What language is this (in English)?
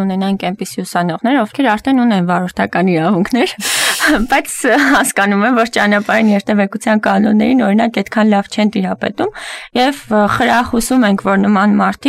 Armenian